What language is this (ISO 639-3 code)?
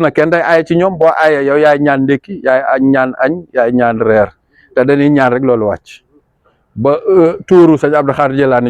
wol